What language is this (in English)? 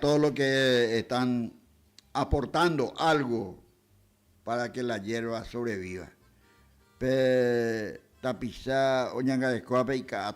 Guarani